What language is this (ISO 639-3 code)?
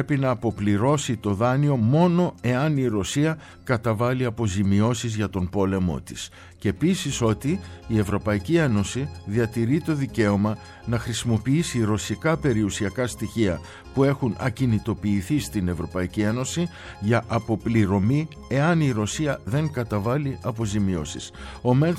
ell